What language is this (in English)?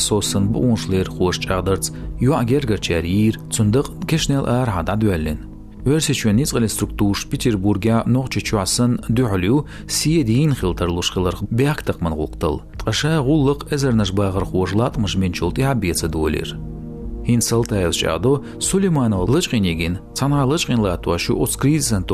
Chechen